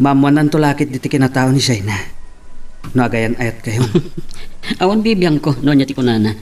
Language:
Iloko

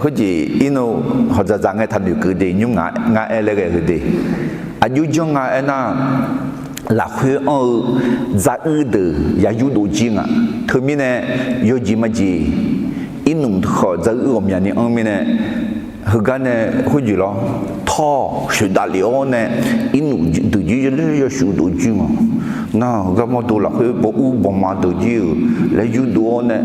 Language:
Akha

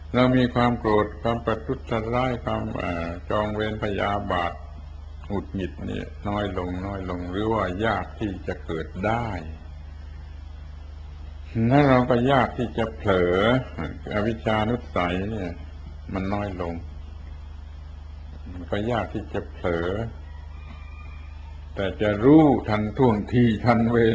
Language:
Thai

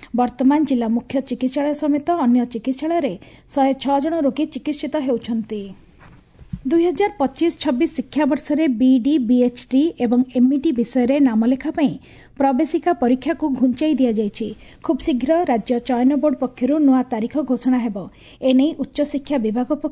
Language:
Odia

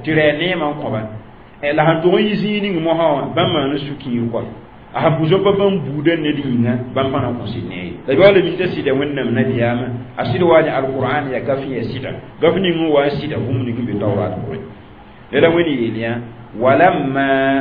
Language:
Mossi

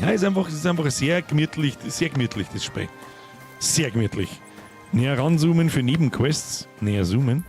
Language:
Bavarian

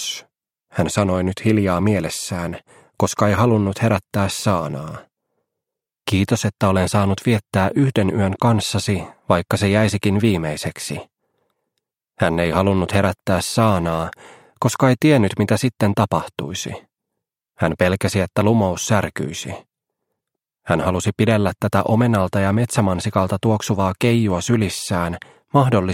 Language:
Finnish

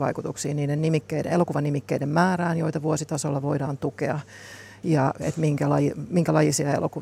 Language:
Finnish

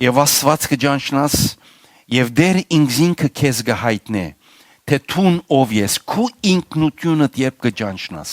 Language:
Western Armenian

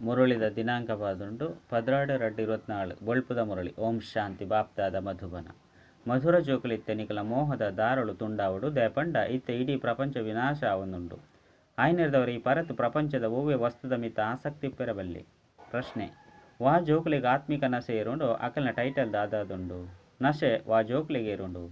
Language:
Tulu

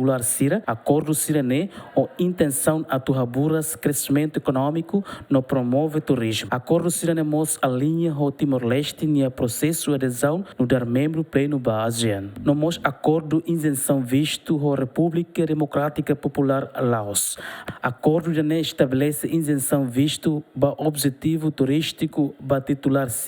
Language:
Tetum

